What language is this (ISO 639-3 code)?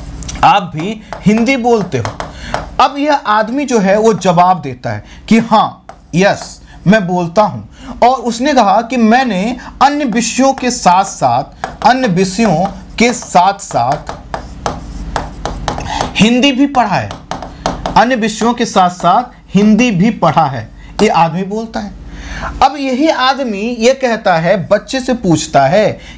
hin